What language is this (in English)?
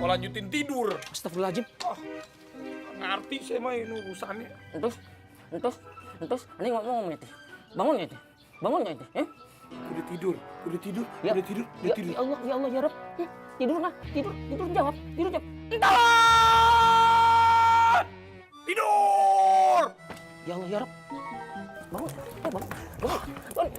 Betawi